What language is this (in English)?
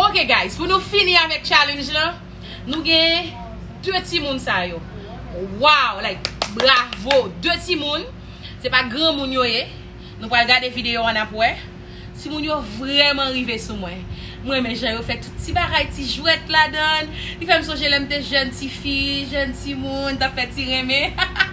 Haitian Creole